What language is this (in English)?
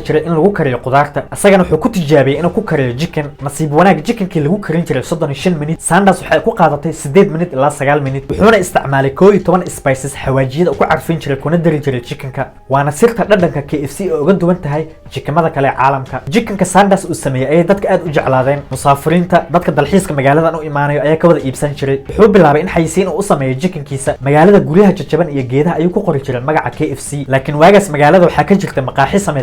Somali